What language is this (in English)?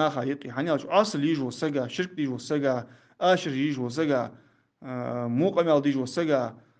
Ingush